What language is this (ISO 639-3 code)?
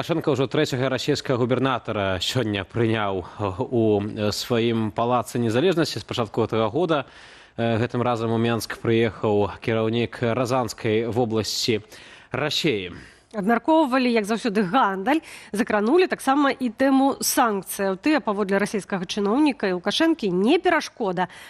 bel